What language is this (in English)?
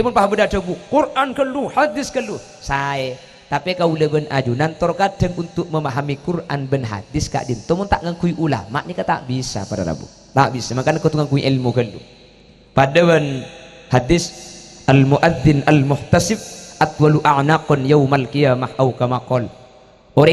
Madurese